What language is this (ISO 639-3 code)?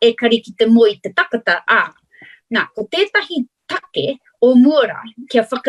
mri